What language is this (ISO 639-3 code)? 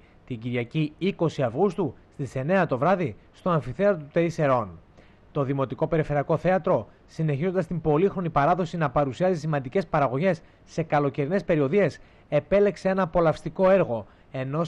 ell